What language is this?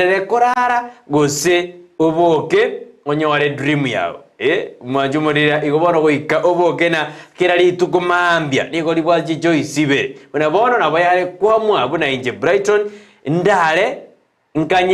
Gusii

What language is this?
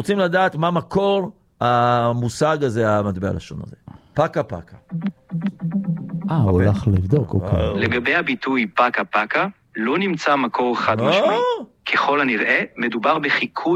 Hebrew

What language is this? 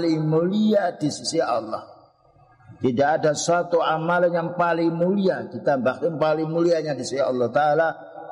Indonesian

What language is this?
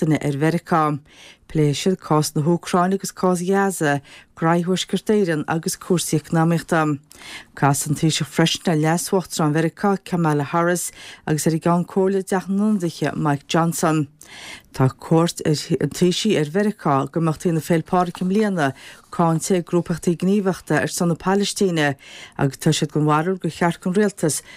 Irish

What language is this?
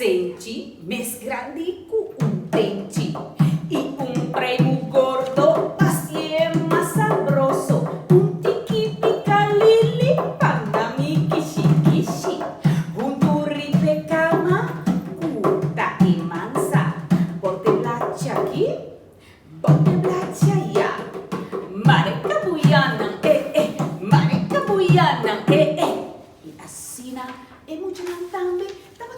Papiamento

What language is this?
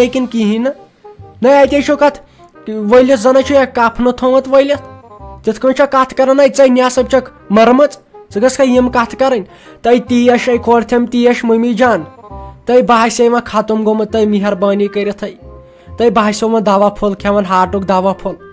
Kashmiri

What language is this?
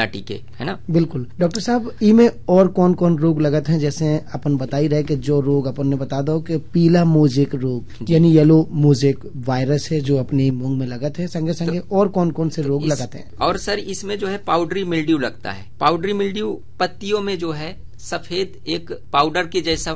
Hindi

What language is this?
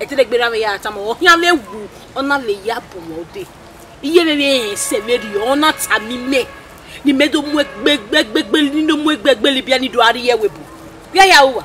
Bini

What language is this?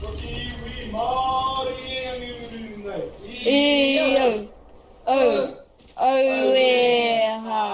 Māori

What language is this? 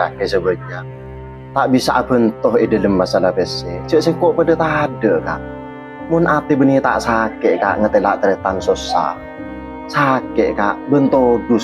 Madurese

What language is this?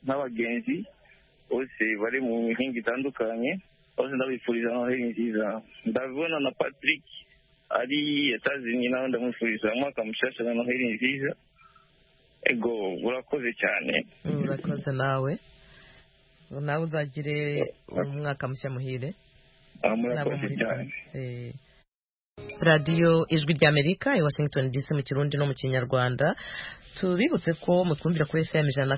Kinyarwanda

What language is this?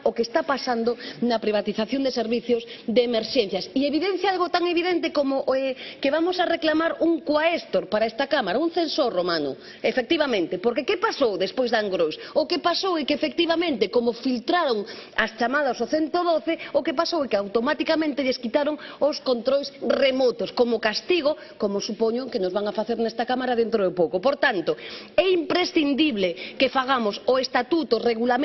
Galician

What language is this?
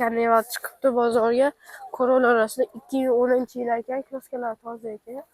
Uzbek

